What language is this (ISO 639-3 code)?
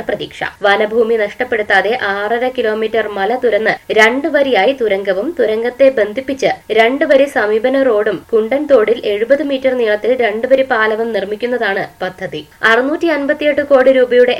mal